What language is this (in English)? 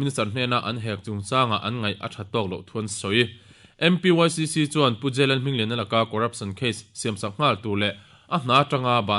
Mizo